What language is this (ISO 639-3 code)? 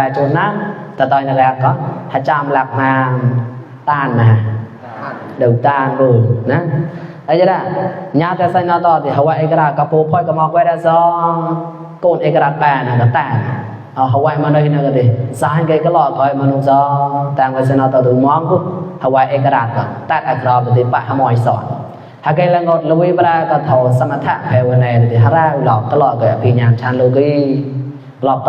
mnw